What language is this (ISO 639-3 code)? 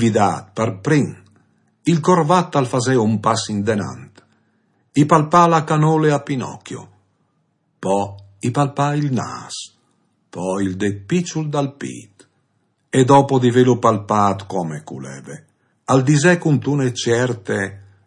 fur